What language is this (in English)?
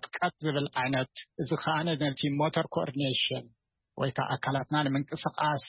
Tigrinya